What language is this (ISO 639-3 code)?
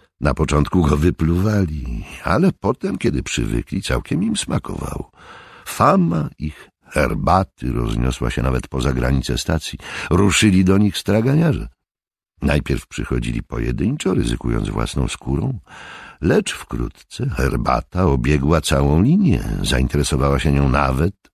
pol